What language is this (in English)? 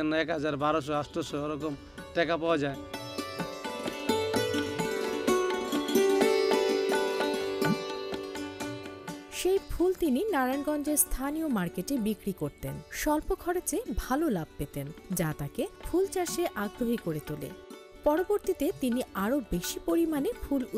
Bangla